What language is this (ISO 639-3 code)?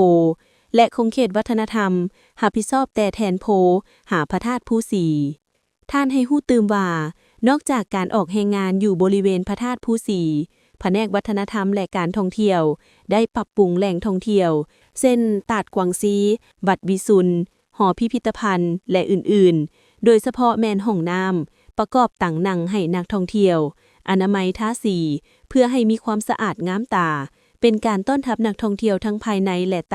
lao